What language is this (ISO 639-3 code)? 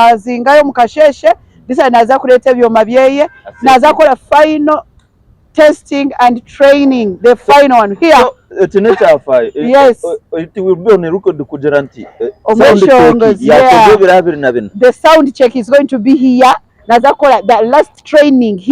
nyn